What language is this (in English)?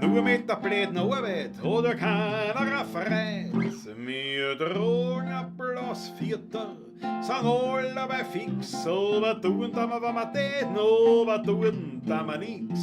Bavarian